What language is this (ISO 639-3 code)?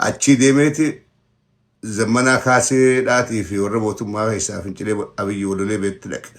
orm